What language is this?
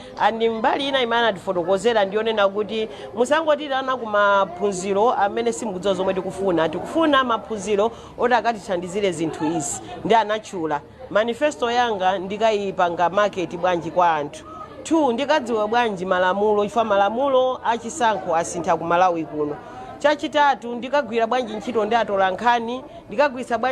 Nyanja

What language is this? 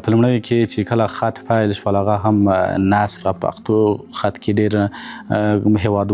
Pashto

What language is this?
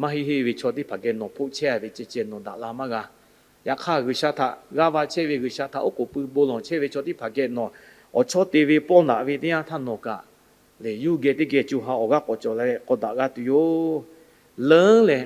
Lahu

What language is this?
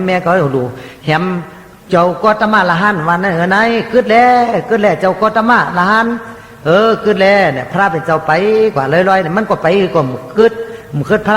Shan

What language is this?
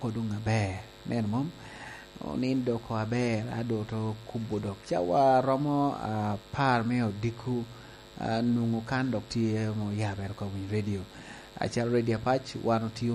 Lango (Uganda)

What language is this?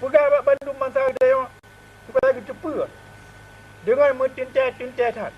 Achinese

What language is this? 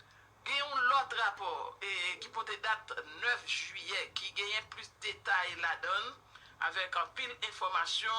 Haitian Creole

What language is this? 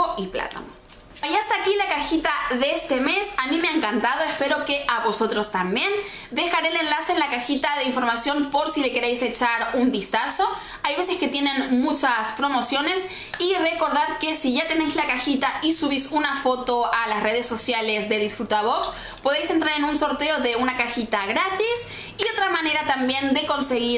Spanish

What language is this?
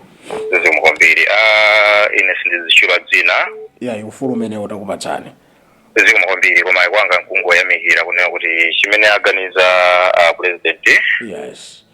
Nyanja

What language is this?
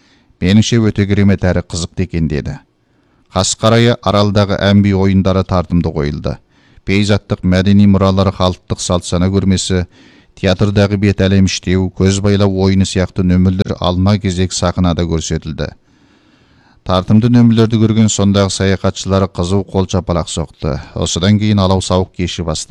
Kazakh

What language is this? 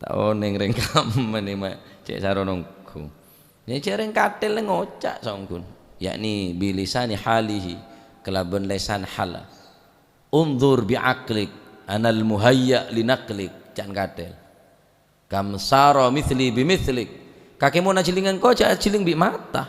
Madurese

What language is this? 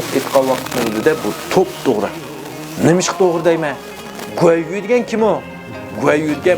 Uyghur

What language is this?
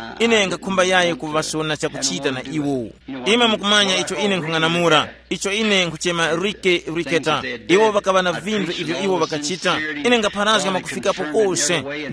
Tumbuka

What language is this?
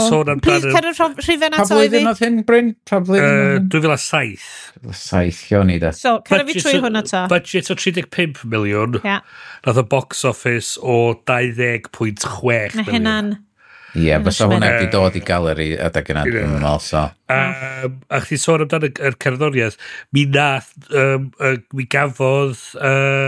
Welsh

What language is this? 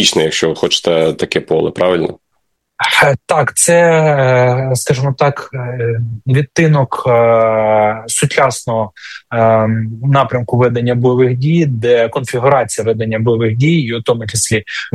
Ukrainian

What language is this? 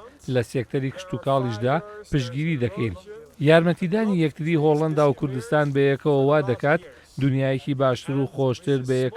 Central Kurdish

